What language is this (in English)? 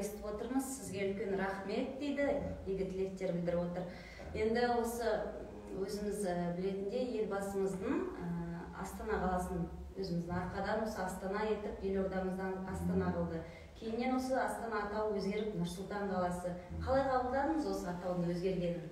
Kazakh